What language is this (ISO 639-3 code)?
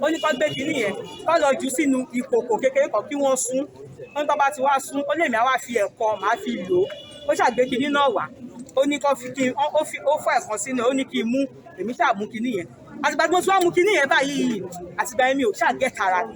yor